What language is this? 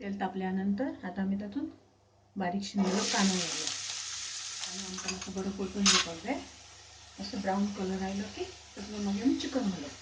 Konkani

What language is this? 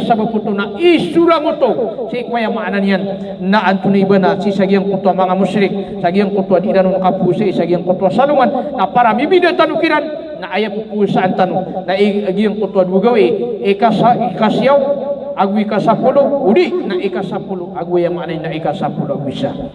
Maranao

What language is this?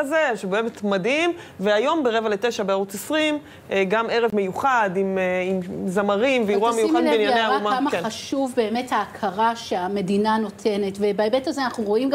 Hebrew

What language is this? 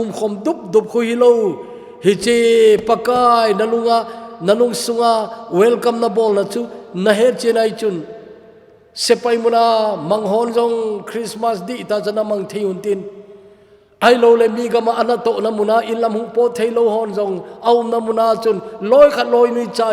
Thado Chin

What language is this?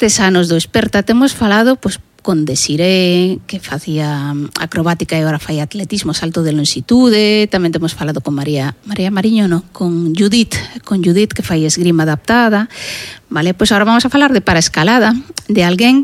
Galician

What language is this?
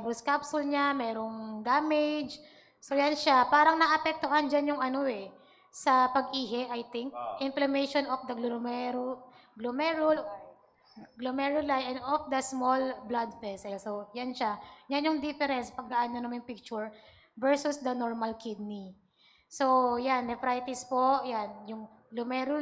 Filipino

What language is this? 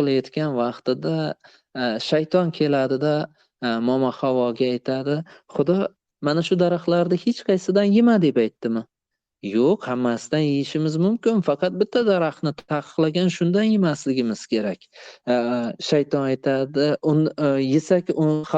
Uzbek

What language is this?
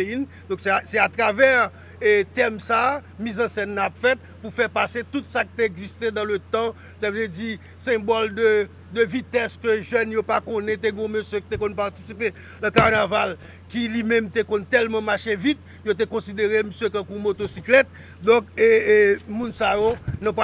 Haitian Creole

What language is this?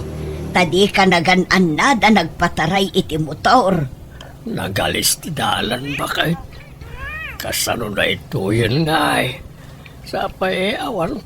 Iloko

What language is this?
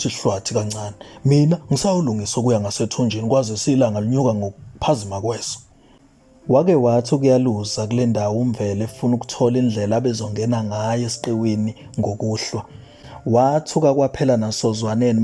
Zulu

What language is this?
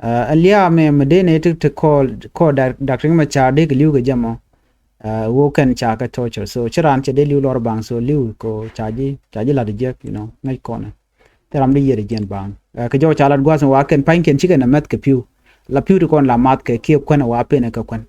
Nuer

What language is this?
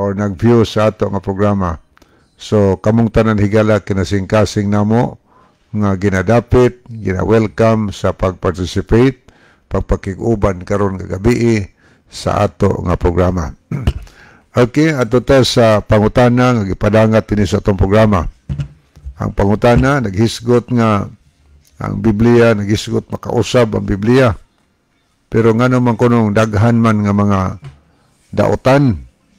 Cebuano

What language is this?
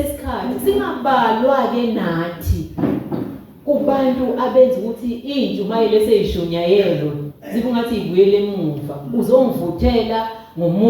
Zulu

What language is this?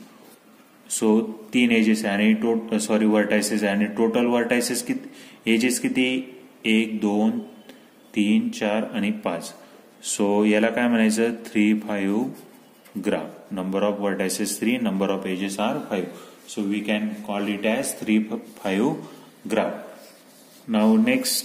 Marathi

